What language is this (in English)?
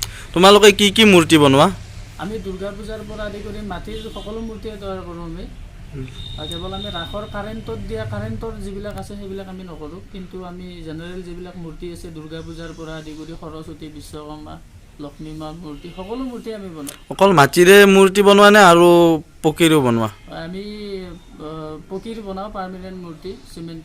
Assamese